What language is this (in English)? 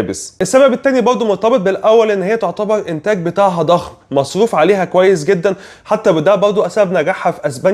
Egyptian Arabic